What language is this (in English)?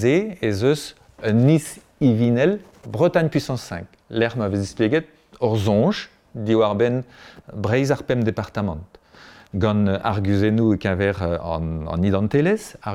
Breton